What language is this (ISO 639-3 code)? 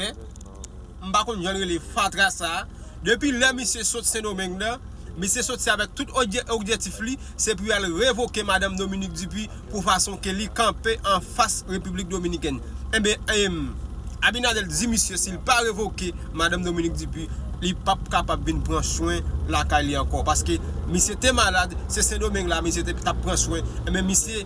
hat